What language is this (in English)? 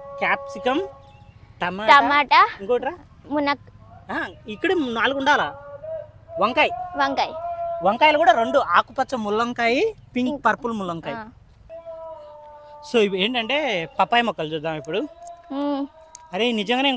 Telugu